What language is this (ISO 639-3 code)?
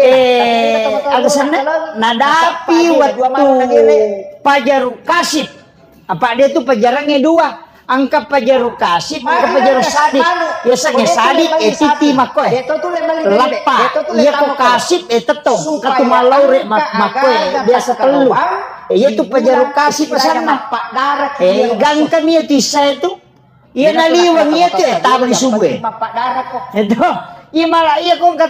bug